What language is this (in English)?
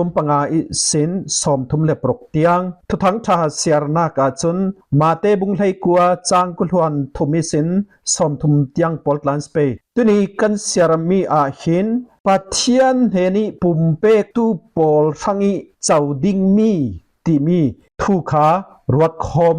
Falam Chin